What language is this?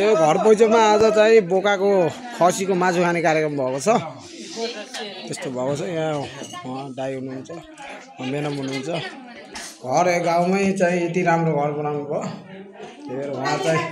Nepali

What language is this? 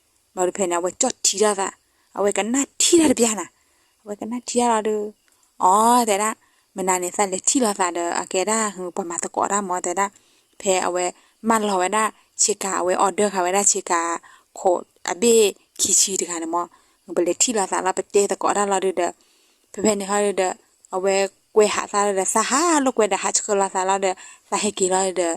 S'gaw Karen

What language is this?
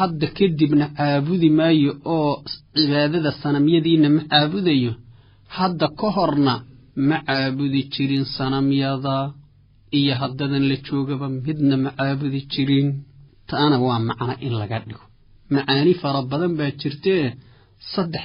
Somali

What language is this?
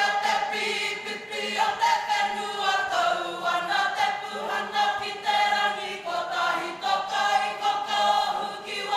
Māori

